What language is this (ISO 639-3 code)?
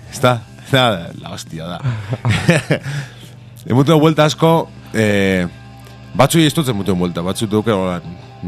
eus